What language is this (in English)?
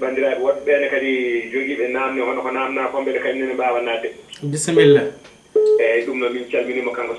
Fula